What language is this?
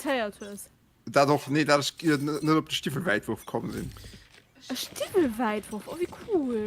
Luxembourgish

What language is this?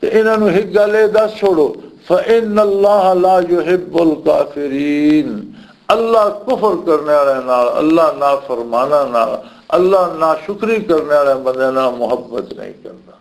Western Panjabi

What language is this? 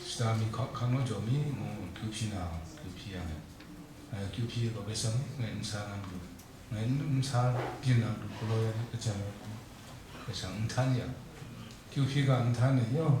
Kachin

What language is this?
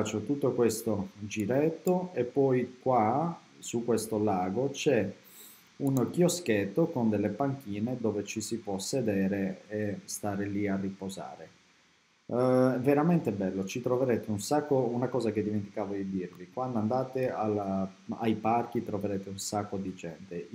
Italian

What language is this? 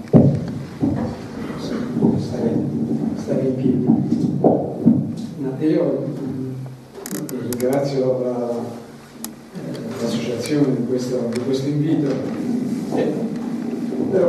Italian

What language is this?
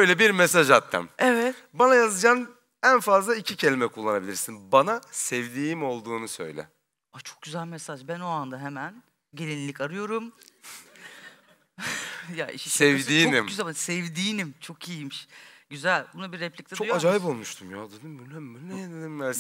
Turkish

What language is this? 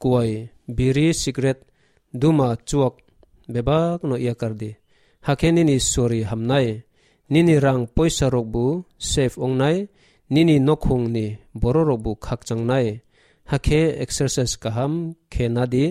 Kok Borok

